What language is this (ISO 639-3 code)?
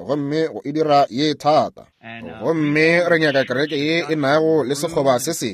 nso